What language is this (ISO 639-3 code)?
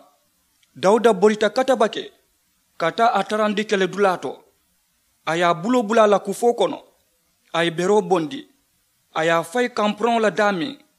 man